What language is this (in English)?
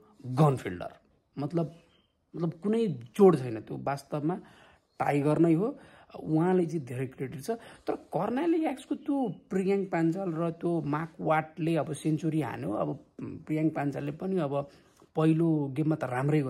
Nepali